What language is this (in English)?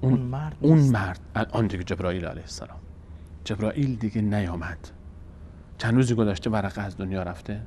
Persian